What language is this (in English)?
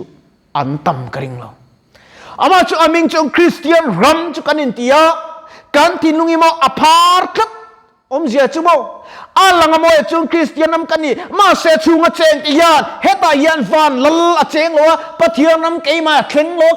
Mizo